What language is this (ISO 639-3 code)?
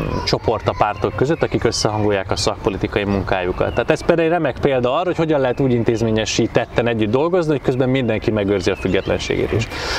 hun